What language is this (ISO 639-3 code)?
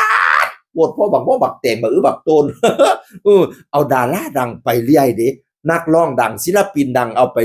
tts